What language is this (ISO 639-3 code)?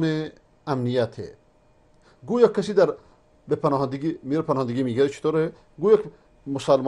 fas